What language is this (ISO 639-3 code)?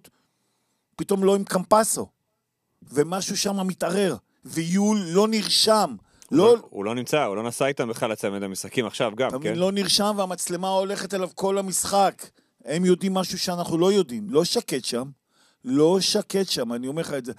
heb